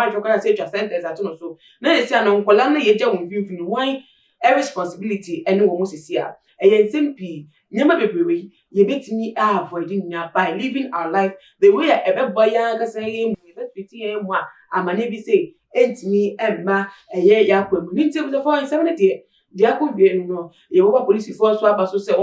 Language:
Akan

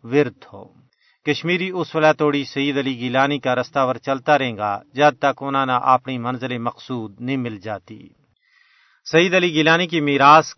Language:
Gujari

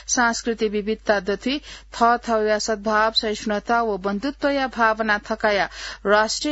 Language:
Newari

